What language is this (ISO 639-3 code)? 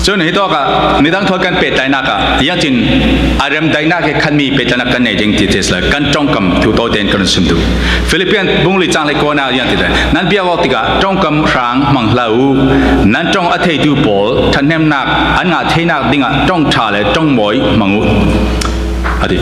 cfm